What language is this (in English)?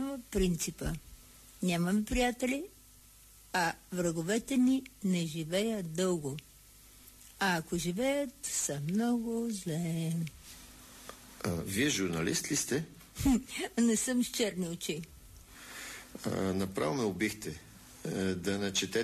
Bulgarian